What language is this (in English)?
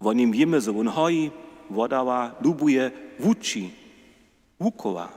Upper Sorbian